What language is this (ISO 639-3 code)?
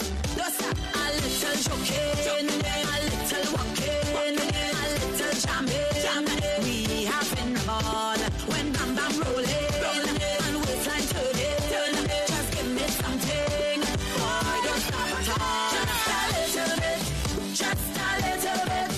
ton